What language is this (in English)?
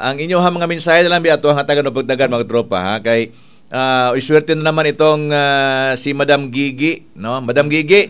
Cebuano